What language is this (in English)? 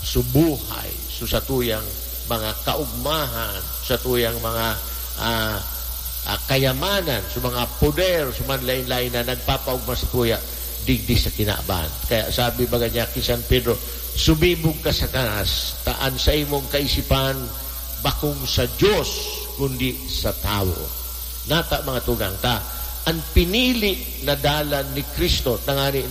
Bikol